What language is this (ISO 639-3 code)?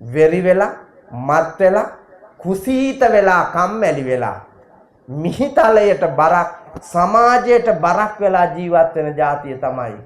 sin